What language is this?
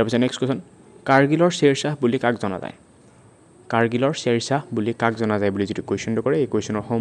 Assamese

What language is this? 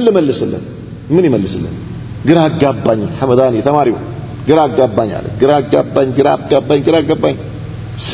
Amharic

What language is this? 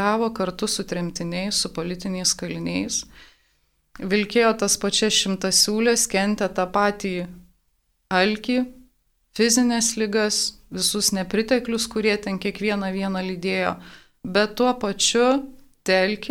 Lithuanian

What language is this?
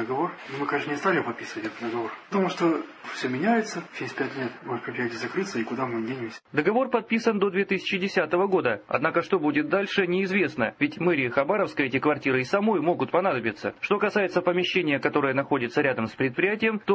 Russian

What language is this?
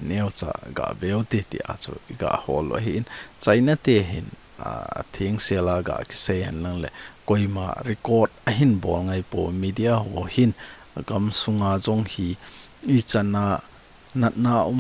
Thado Chin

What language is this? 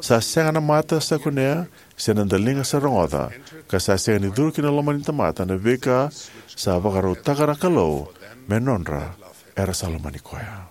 Fijian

